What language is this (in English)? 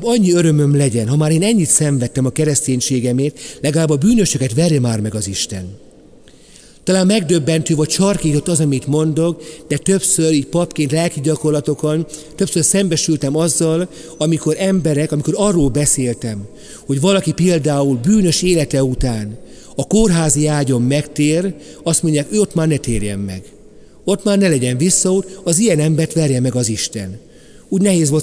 Hungarian